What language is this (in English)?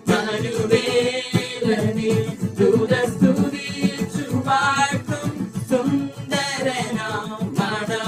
Malayalam